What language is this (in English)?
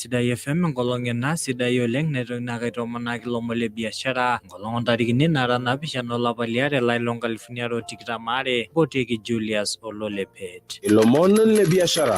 Masai